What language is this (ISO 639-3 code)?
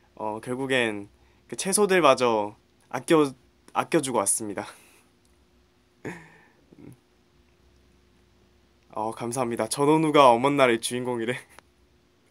kor